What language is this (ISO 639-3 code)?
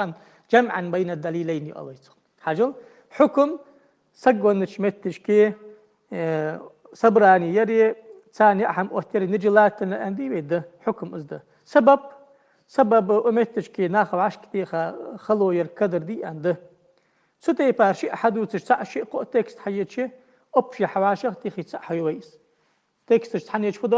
inh